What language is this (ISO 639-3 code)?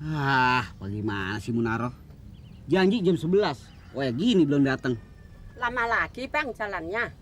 bew